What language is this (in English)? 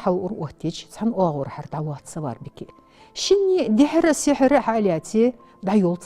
Ingush